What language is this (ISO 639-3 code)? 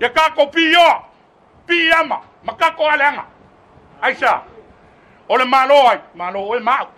smo